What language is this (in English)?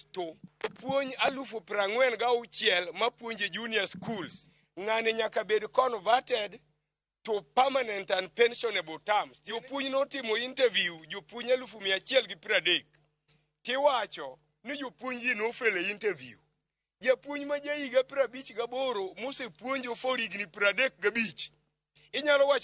Luo (Kenya and Tanzania)